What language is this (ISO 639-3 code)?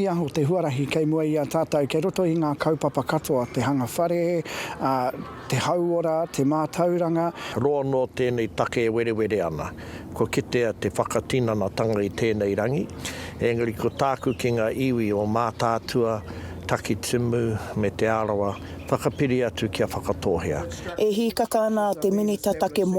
mri